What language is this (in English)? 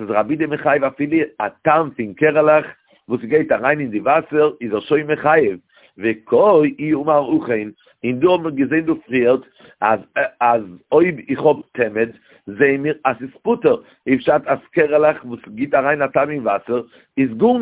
Yiddish